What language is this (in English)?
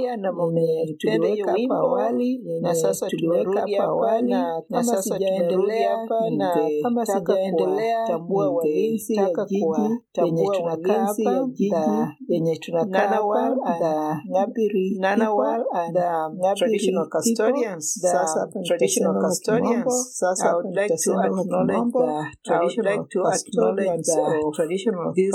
Swahili